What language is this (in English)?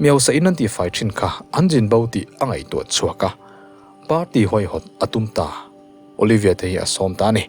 Mizo